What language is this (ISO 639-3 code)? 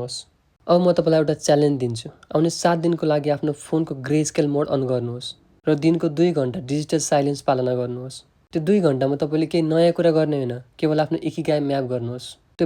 nep